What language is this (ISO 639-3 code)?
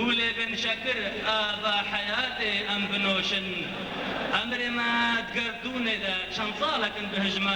kur